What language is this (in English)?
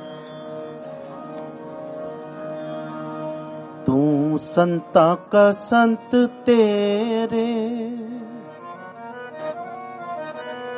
Punjabi